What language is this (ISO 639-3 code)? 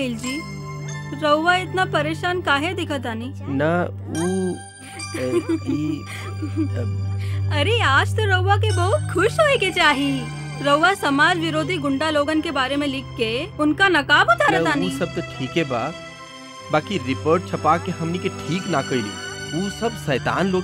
bho